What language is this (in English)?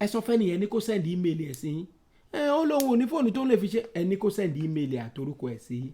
Yoruba